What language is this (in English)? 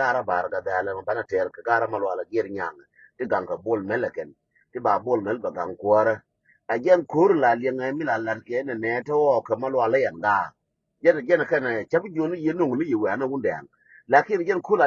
Nuer